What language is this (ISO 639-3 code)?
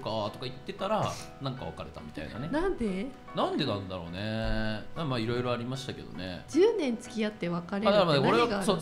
jpn